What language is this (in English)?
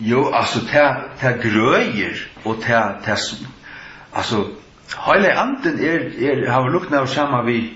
Faroese